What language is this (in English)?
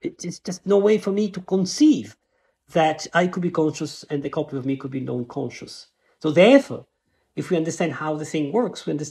English